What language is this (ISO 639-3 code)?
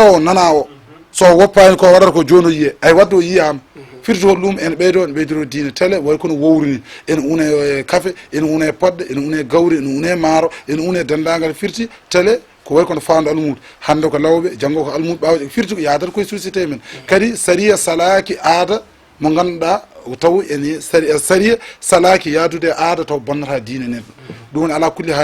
ful